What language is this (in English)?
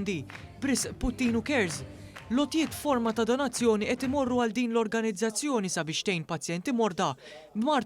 Maltese